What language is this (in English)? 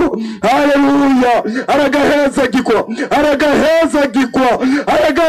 Rundi